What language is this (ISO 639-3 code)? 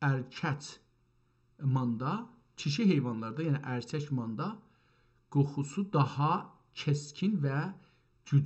azb